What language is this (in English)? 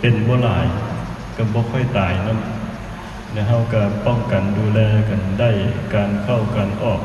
Lao